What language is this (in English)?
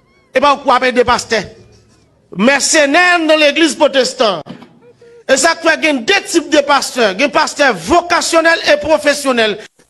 Haitian Creole